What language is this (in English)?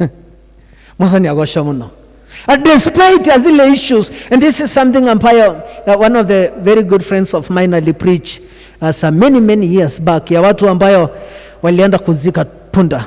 Kikuyu